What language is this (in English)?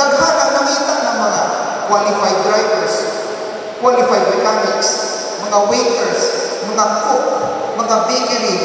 Cebuano